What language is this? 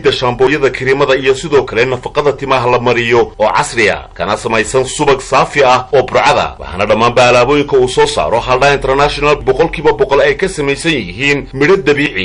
Somali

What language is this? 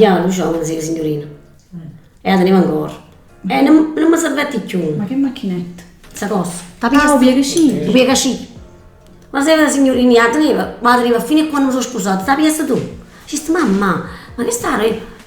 Neapolitan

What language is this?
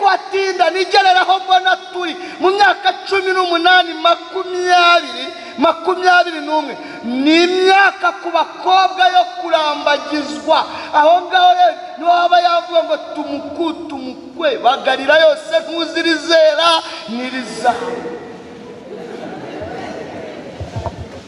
Kinyarwanda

